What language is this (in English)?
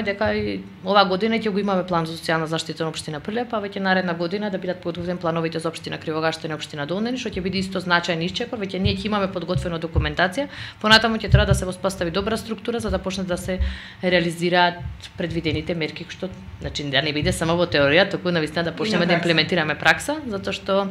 Macedonian